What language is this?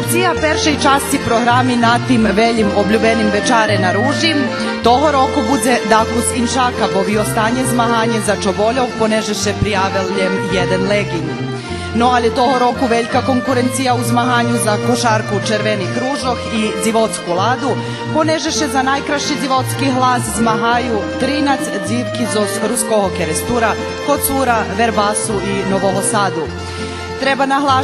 Rusyn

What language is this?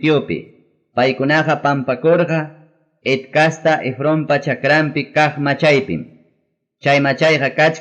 Ayacucho Quechua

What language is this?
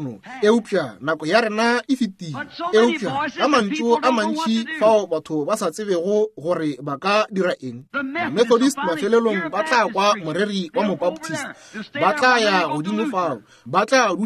Northern Sotho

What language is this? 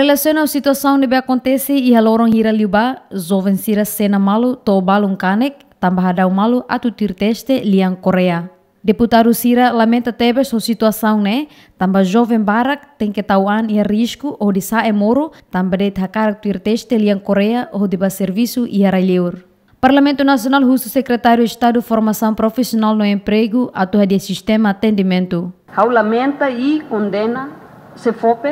Tetum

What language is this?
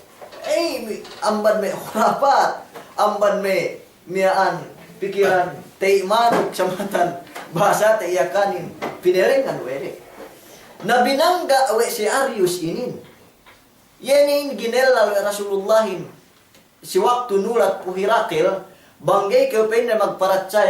Yakan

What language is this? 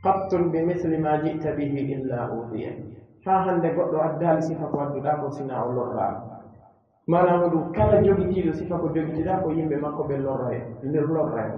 Pular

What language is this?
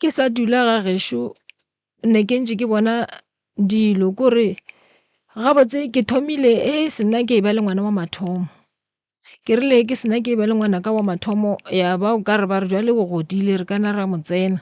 Northern Sotho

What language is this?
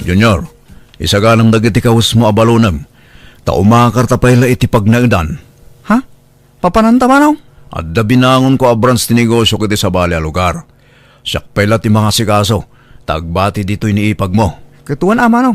Iloko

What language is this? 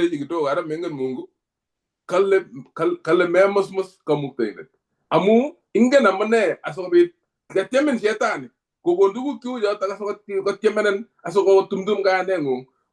Kalenjin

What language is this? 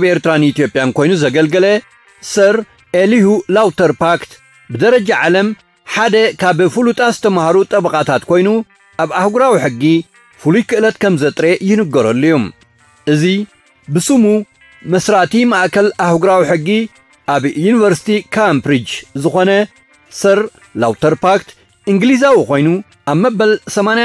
Tigrinya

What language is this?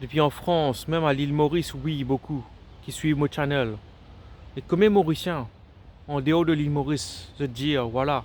Morisyen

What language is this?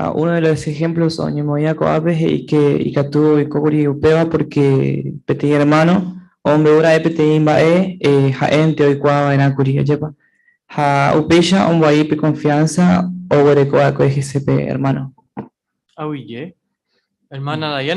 Guarani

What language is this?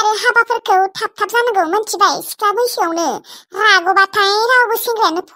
Bodo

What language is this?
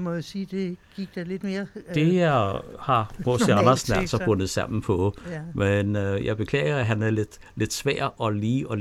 Danish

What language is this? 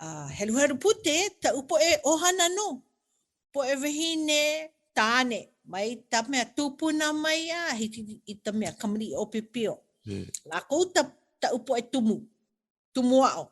Hawaiian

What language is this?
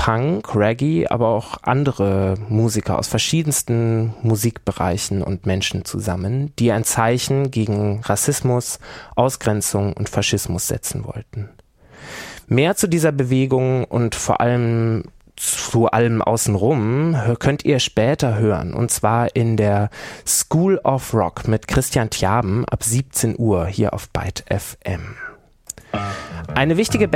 German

